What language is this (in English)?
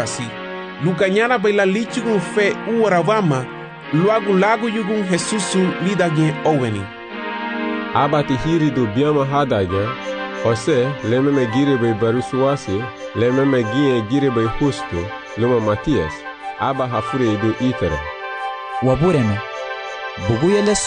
Garifuna